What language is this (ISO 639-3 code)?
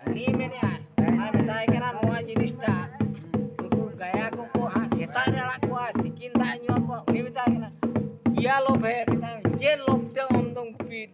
sat